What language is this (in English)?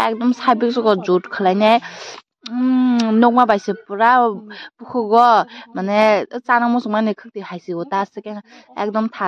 Kok Borok